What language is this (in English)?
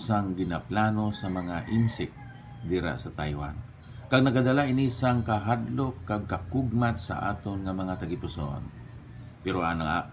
Hiligaynon